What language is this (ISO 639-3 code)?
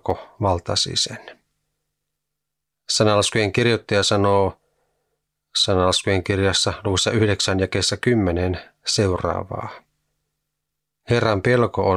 fin